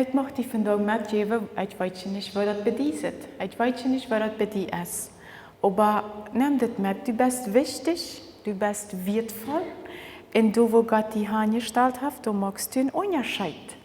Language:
Plautdietsch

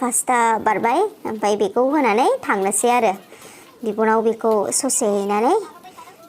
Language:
Bodo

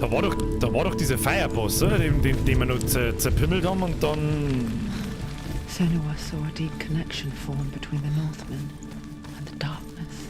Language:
Bavarian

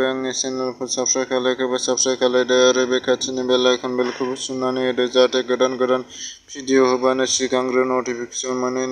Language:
Bodo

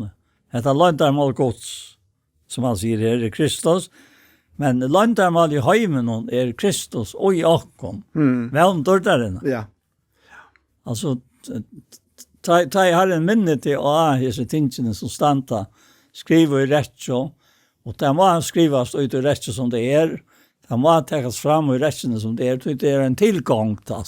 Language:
Faroese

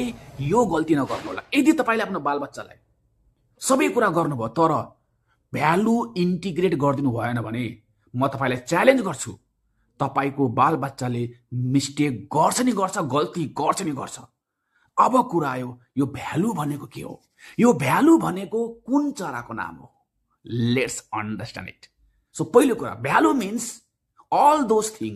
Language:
Nepali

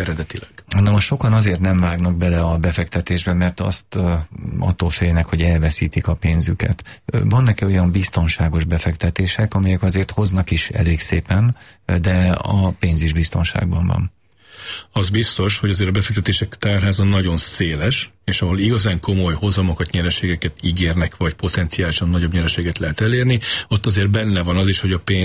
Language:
Hungarian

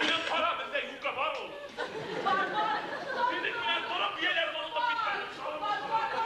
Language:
Bashkir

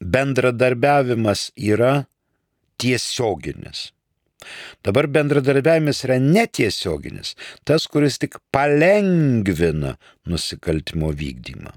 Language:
Lithuanian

